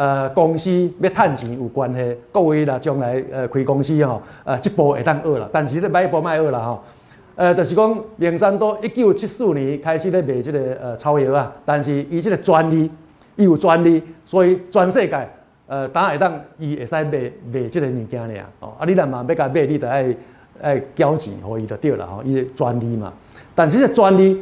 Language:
Min Nan Chinese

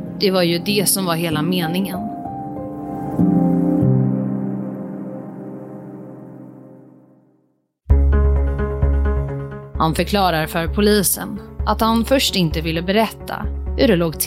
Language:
Swedish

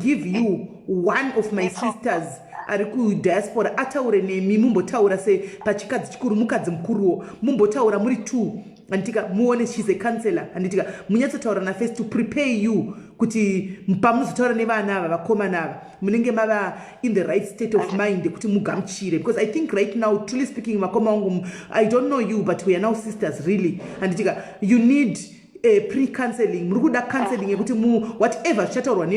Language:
Shona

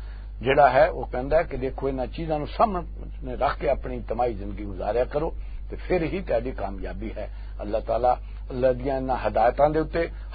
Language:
Western Panjabi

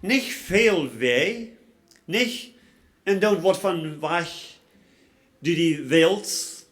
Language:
Plautdietsch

